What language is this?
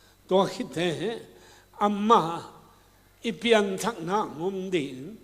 Tedim Chin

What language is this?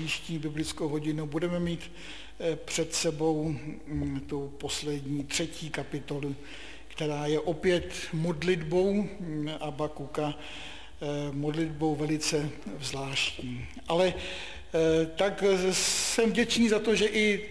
Czech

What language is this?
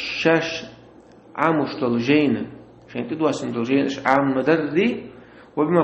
Chechen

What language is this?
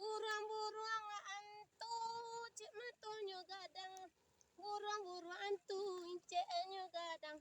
Minangkabau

